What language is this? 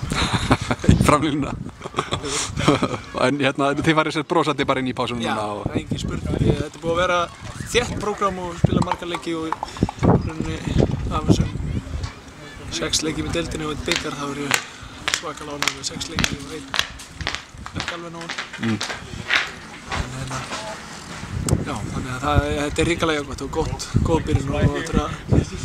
Icelandic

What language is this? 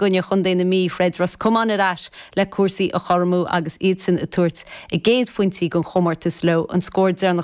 Irish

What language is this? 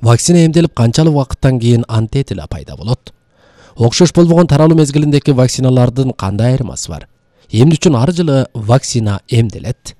Kyrgyz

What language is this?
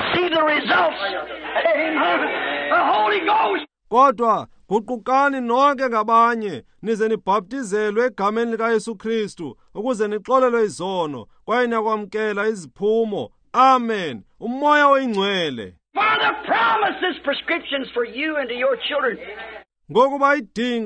Xhosa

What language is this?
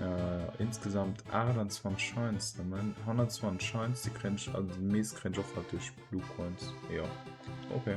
Luxembourgish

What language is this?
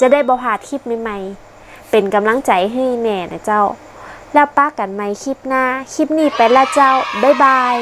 Northern Thai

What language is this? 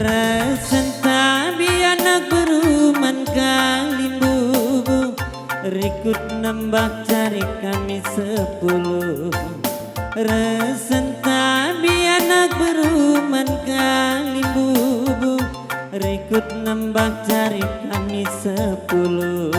Batak Karo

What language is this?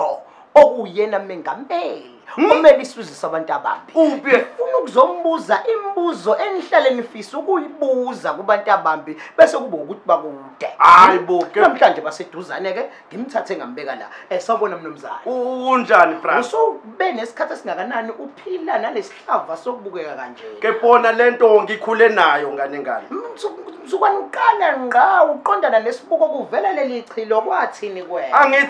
Zulu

